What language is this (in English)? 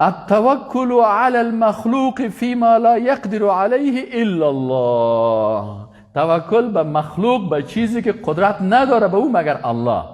Persian